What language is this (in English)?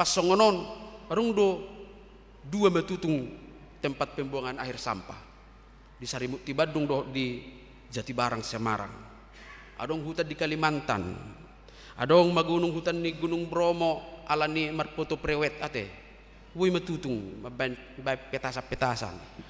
Batak Toba